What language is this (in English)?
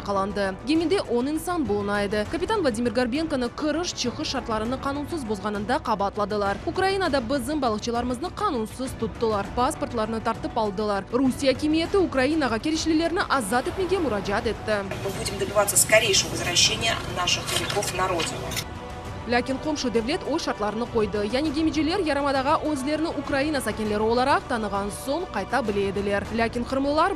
Crimean Tatar